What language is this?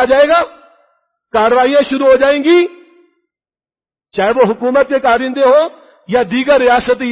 Urdu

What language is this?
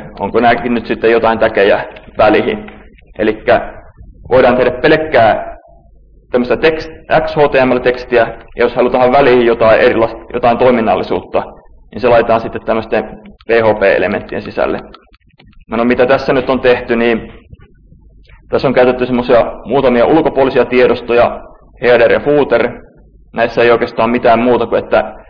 Finnish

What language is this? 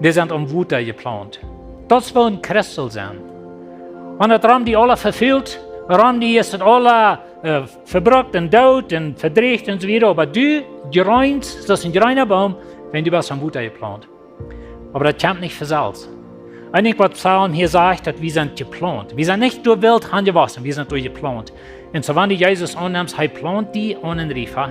Plautdietsch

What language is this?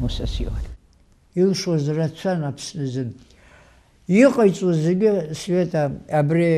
Abkhazian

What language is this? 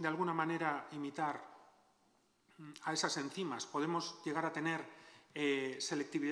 Spanish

